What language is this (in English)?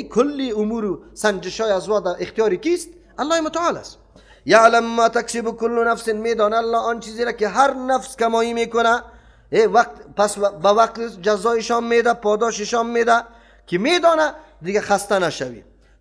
Persian